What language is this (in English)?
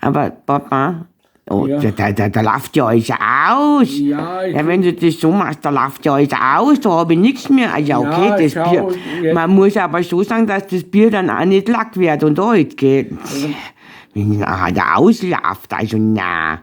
Bavarian